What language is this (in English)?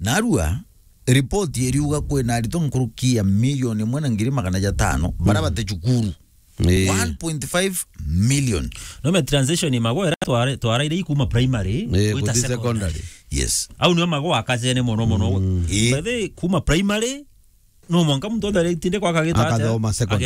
Meru